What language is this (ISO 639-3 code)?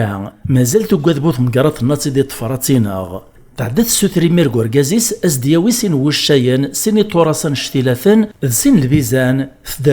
kab